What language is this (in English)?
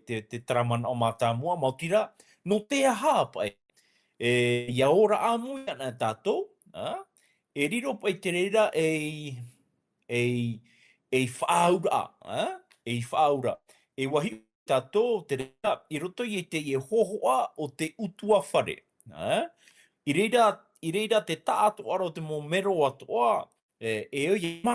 Tahitian